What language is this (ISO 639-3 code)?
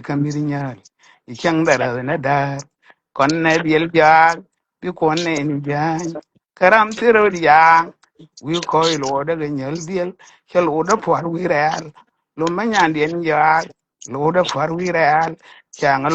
nus